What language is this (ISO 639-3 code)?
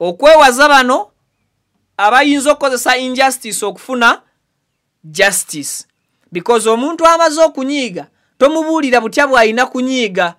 lug